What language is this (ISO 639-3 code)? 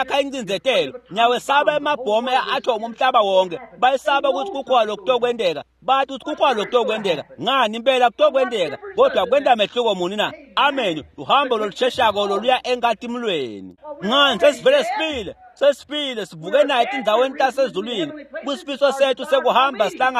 ssw